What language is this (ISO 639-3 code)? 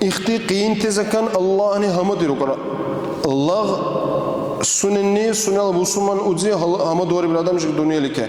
dar